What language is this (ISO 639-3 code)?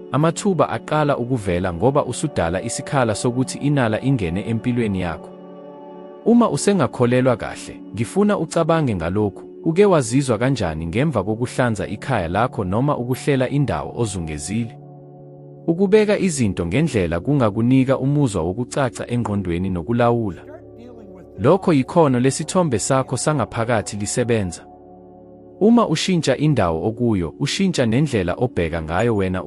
zul